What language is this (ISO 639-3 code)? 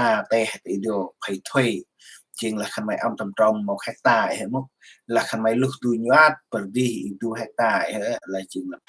cmo